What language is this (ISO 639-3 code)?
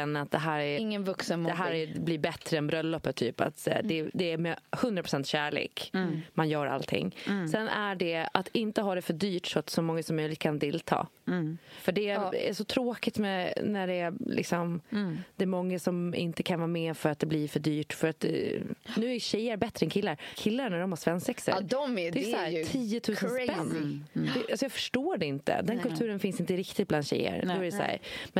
swe